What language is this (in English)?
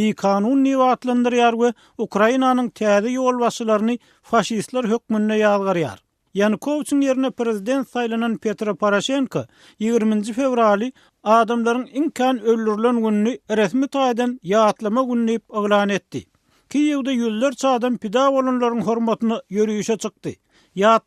Turkmen